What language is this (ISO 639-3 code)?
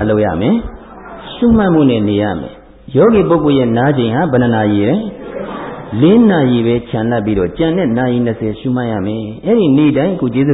mya